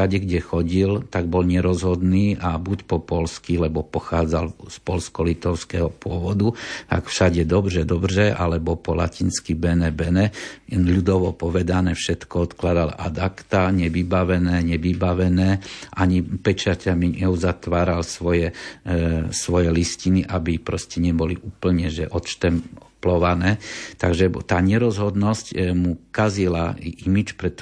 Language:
Slovak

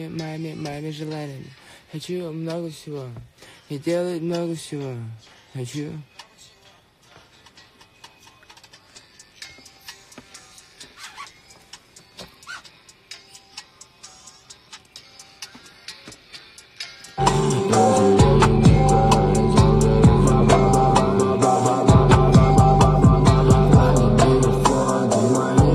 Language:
Russian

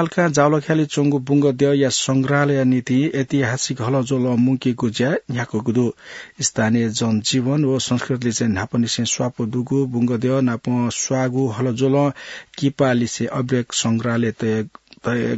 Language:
Newari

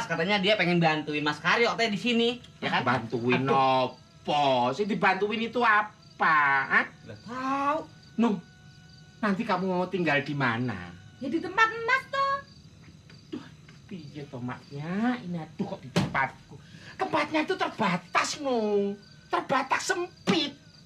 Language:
Betawi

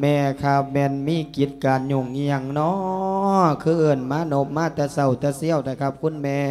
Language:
Lao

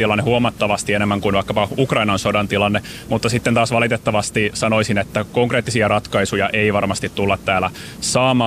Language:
Finnish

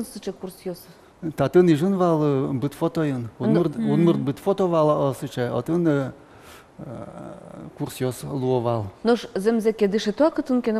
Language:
Udmurt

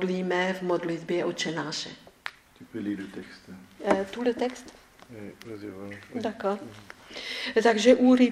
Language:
Czech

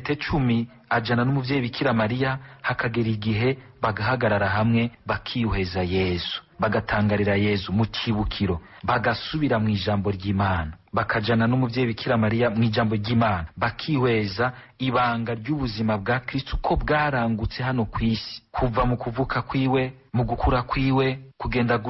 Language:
Rundi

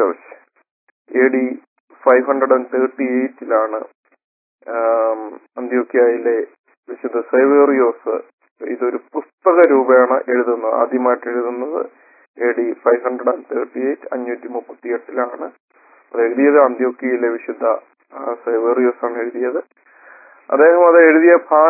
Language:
Malayalam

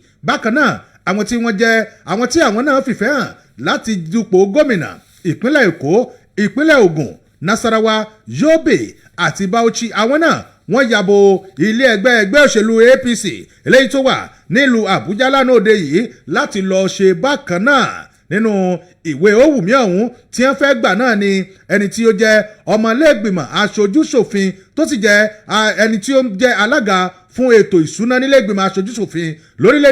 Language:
Yoruba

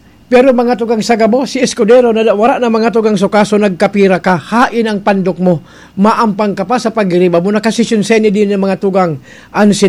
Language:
Bikol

